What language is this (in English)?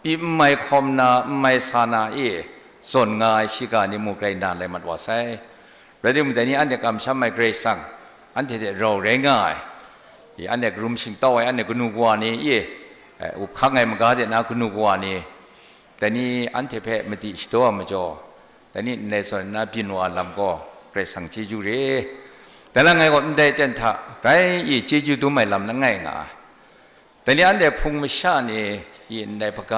Kachin